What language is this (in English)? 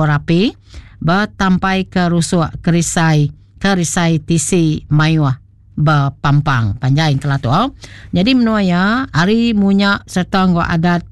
Iban